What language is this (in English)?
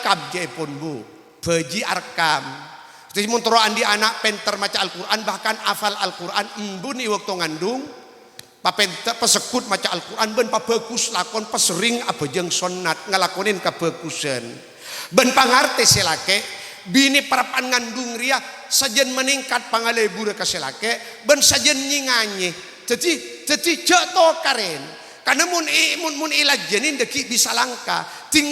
Madurese